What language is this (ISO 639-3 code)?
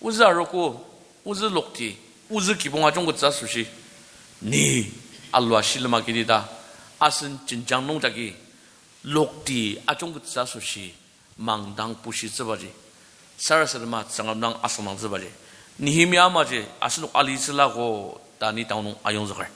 njo